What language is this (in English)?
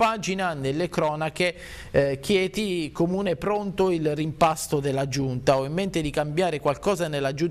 Italian